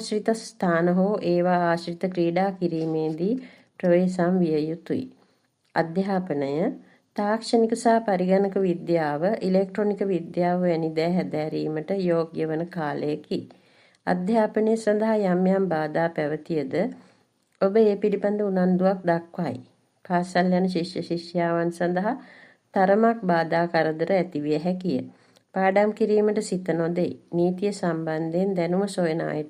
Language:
Sinhala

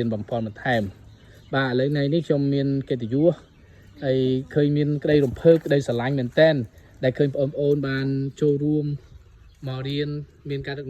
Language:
Khmer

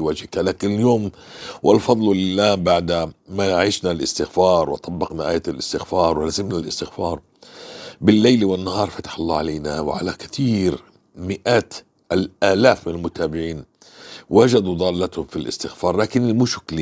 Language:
North Levantine Arabic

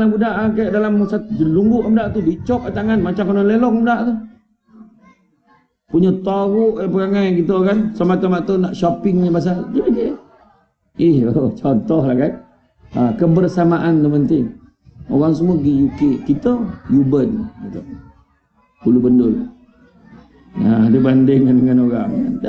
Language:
Malay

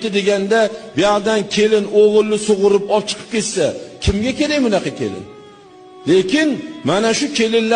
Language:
Uzbek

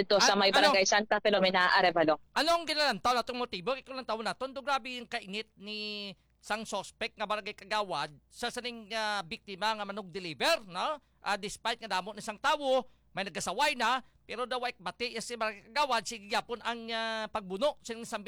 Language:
Hiligaynon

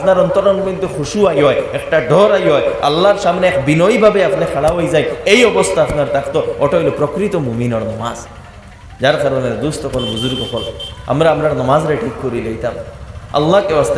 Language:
Sylheti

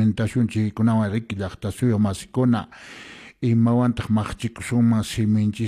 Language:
Quechua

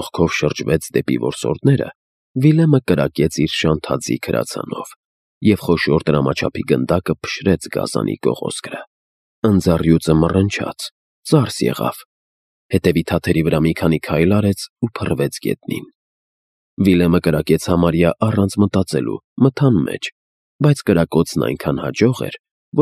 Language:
Armenian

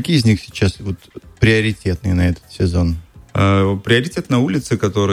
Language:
Russian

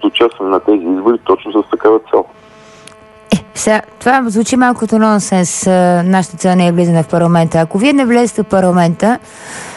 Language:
Bulgarian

